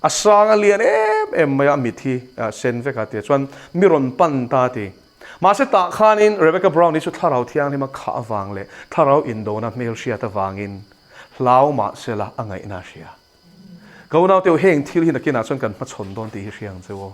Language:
Mizo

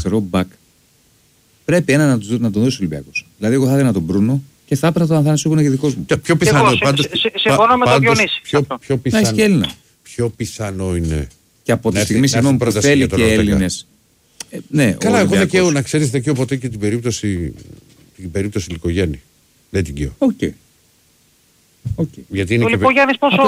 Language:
Greek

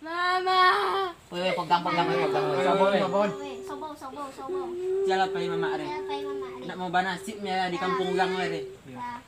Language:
Minangkabau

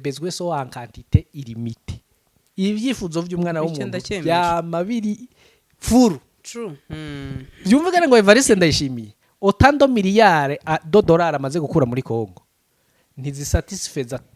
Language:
Rundi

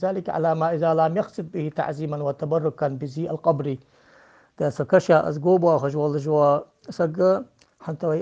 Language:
Ingush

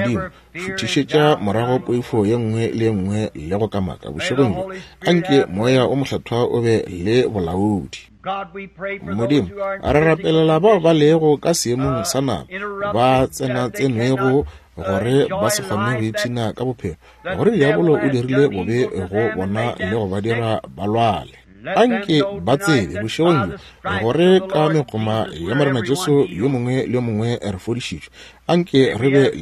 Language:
Northern Sotho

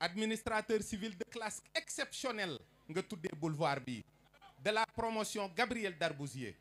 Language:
Wolof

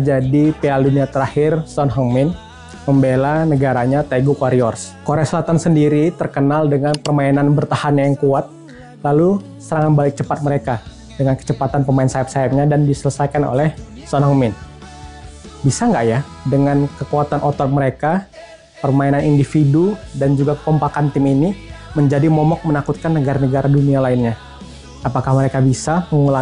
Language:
Indonesian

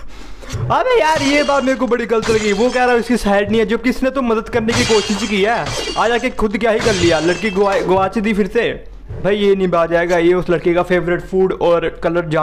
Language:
Hindi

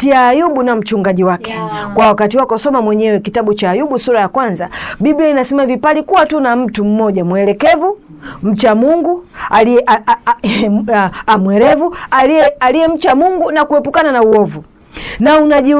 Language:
Swahili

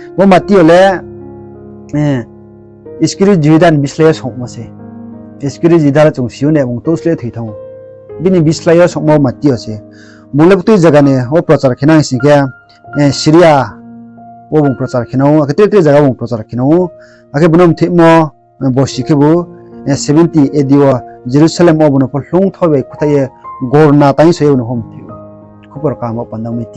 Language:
Riang (India)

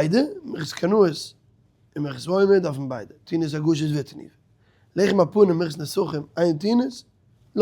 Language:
Yiddish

